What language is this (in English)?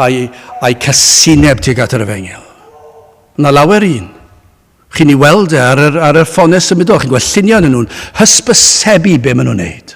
Welsh